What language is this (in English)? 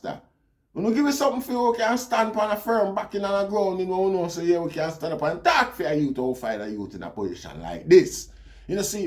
Jamaican Creole English